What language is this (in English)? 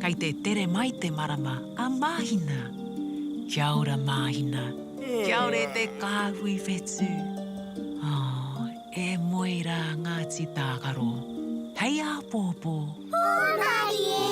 Māori